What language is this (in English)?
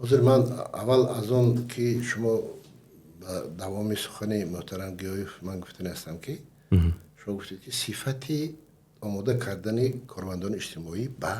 Tajik